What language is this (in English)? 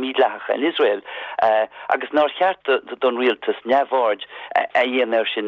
Irish